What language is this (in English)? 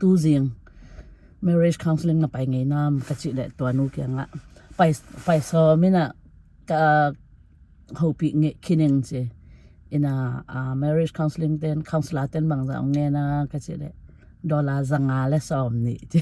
Tedim Chin